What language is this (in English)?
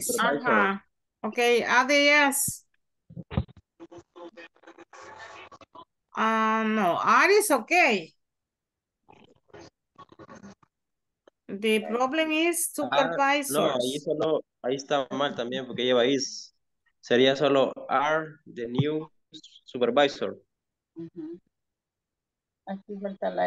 Spanish